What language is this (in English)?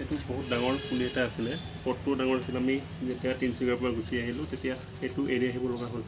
Assamese